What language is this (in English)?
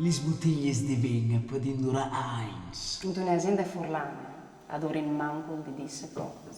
Friulian